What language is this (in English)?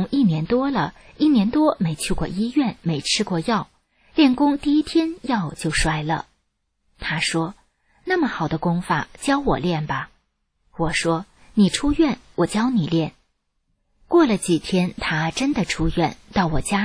Chinese